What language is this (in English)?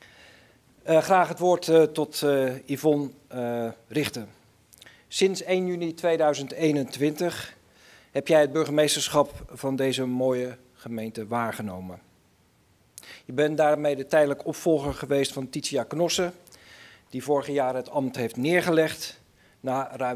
Dutch